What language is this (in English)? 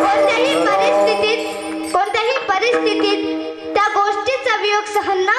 Marathi